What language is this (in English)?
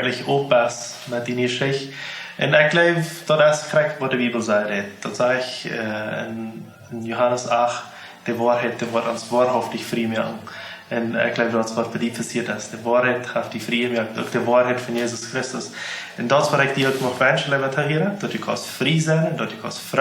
Plautdietsch